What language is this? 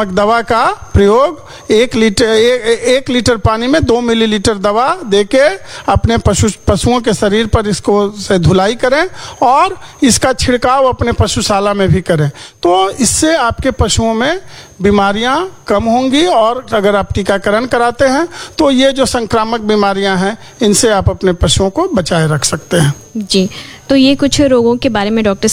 Hindi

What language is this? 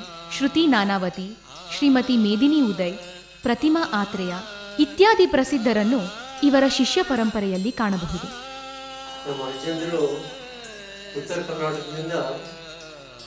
Kannada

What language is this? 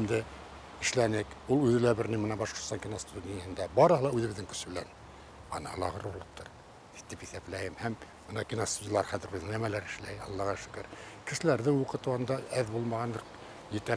Bashkir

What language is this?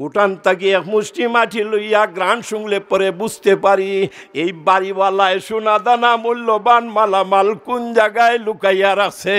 Sylheti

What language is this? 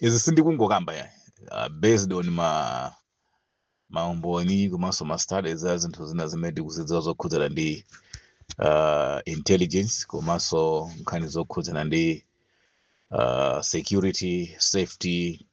Nyanja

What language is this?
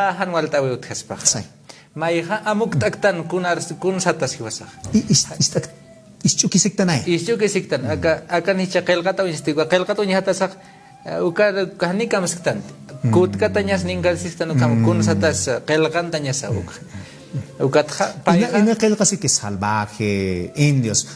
Aymara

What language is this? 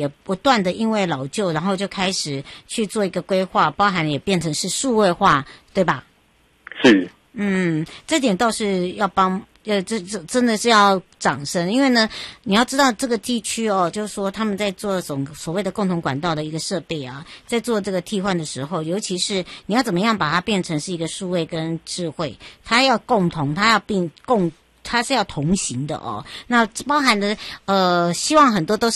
Chinese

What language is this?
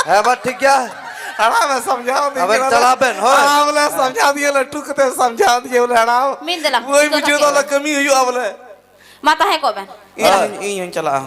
Santali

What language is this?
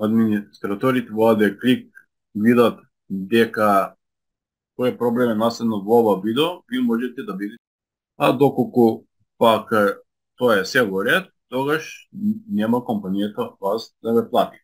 Macedonian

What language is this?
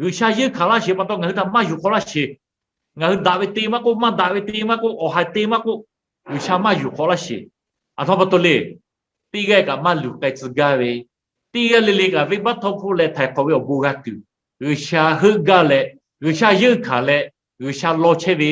Lahu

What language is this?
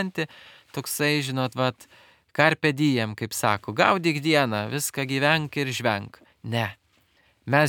Lithuanian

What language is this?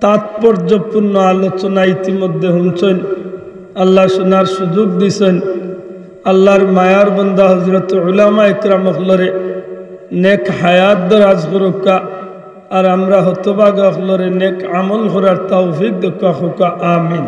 Sylheti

